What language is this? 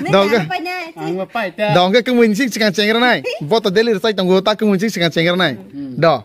Kok Borok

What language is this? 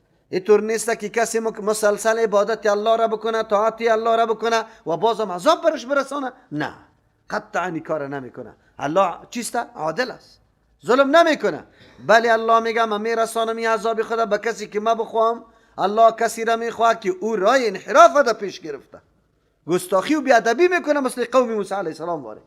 Persian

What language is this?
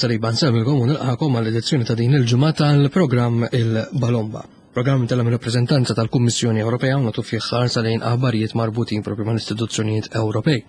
Maltese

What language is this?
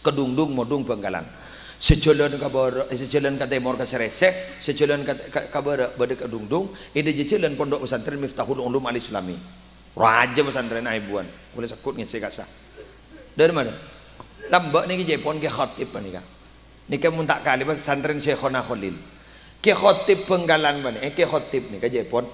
Madurese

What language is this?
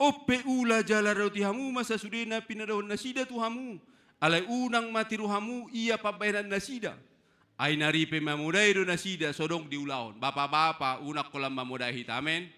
Batak Toba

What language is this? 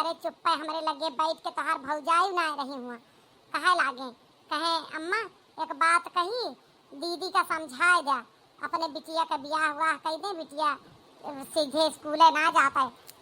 Awadhi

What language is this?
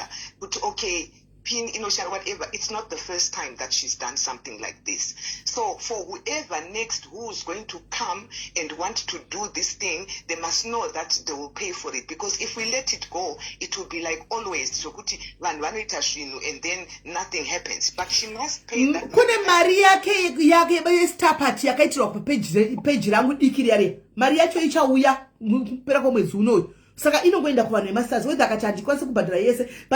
Shona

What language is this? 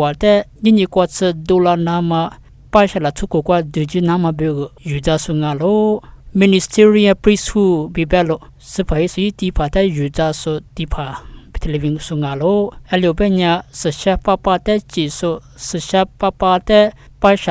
Lisu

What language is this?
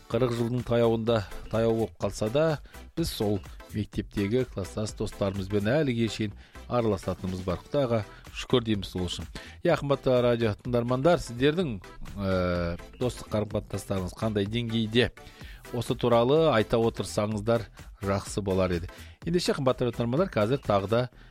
Kazakh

